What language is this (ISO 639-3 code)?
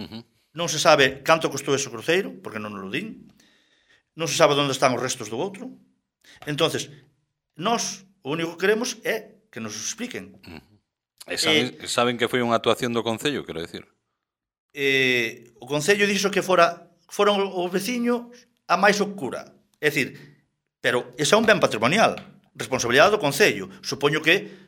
glg